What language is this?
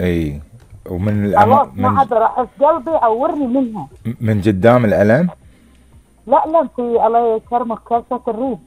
Gulf Arabic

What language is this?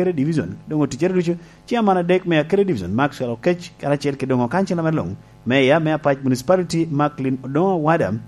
Lango (Uganda)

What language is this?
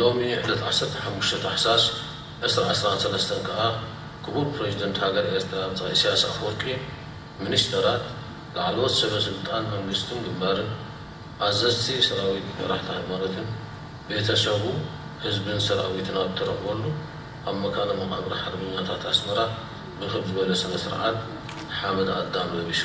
Tigrinya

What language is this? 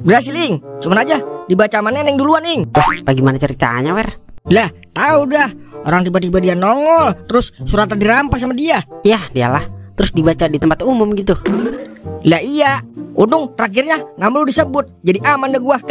Betawi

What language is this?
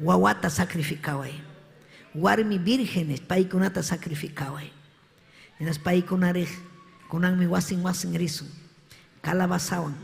Ayacucho Quechua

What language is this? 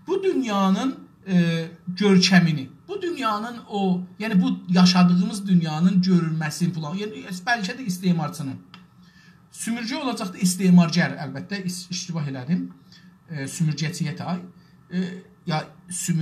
South Azerbaijani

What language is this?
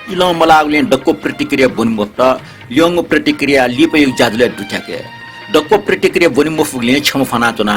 Newari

